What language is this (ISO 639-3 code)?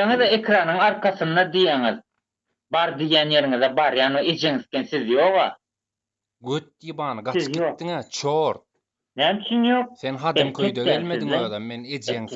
tuk